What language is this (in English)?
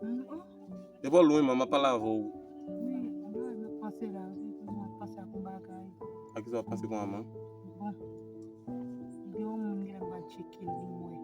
Haitian Creole